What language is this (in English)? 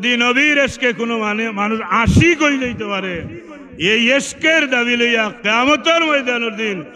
Sylheti